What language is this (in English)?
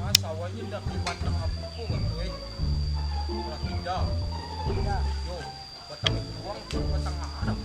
Minangkabau